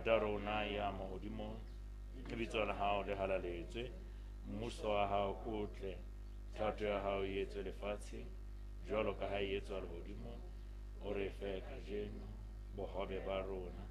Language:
Southern Sotho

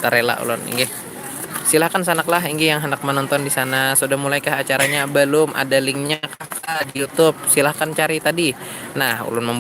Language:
Banjar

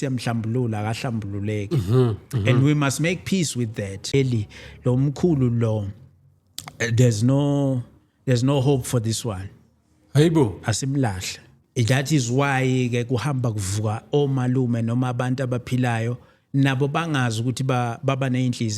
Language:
Zulu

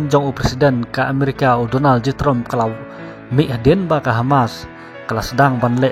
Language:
Khasi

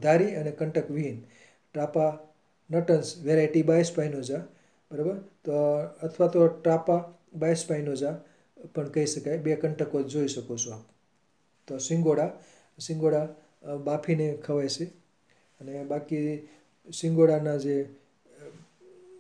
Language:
Gujarati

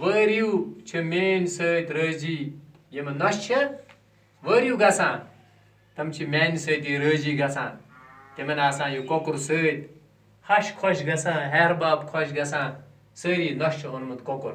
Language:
Kashmiri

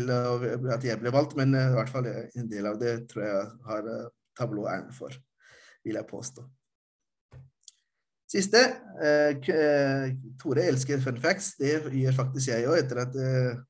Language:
Norwegian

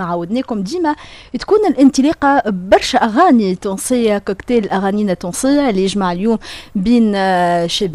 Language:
Tunisian Arabic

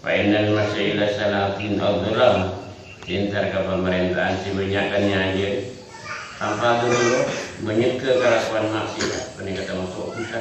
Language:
Madurese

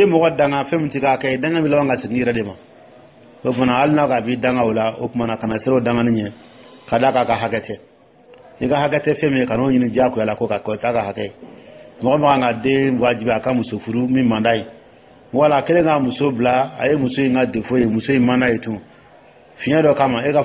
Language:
Dyula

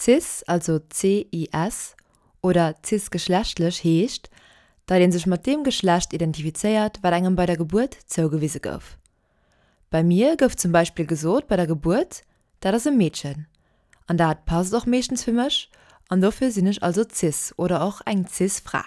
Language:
Luxembourgish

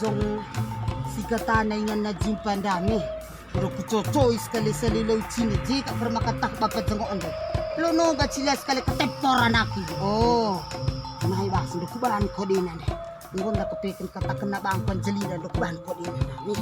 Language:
Batak Karo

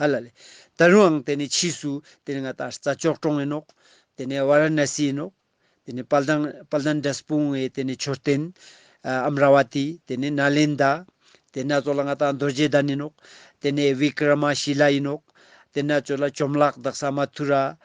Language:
Ladakhi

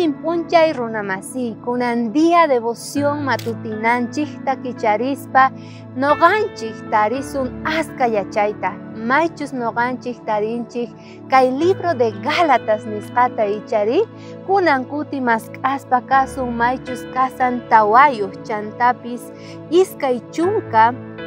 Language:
South Bolivian Quechua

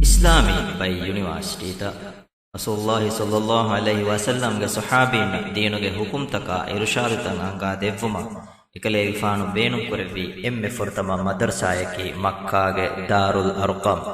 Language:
Divehi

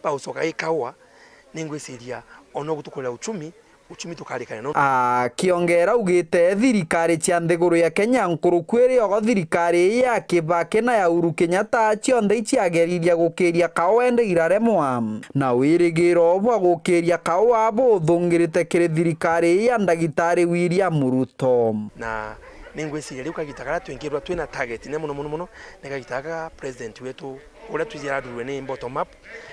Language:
Meru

